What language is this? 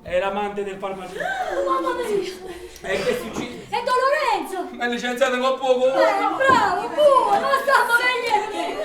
Neapolitan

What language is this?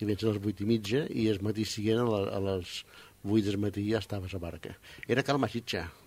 Catalan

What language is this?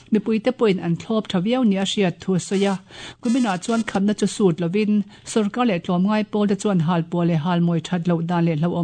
Mizo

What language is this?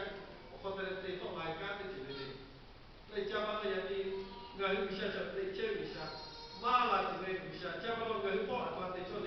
Lahu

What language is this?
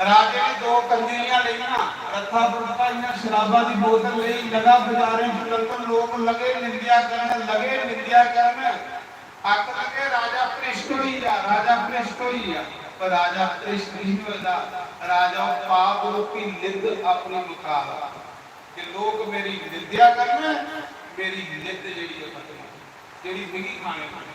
Dogri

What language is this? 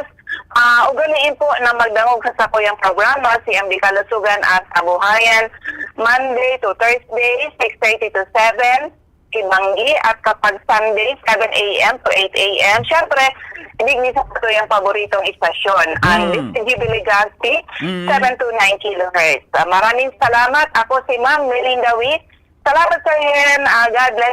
Bikol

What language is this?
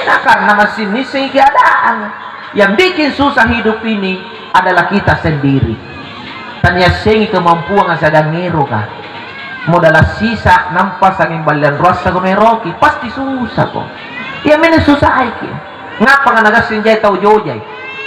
Makasar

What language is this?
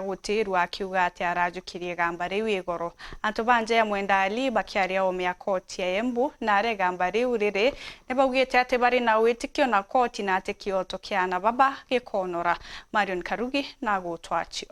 Meru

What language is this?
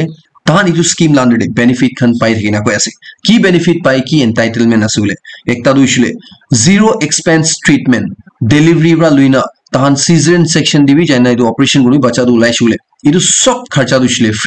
Naga Pidgin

